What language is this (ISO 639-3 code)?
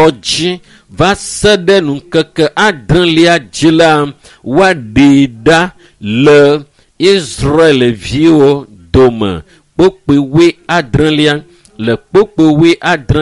ewe